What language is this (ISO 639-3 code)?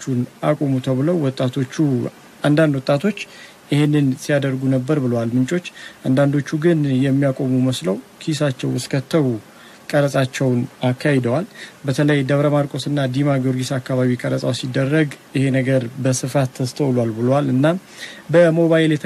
amh